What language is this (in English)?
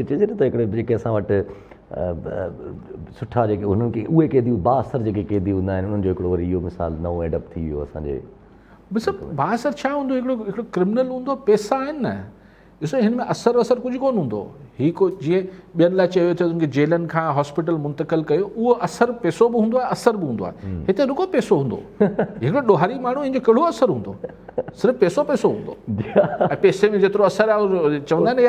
Sindhi